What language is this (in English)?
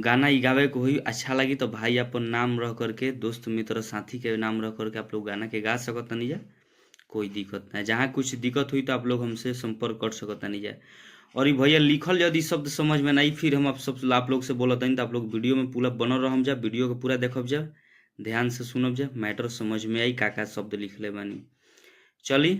Bhojpuri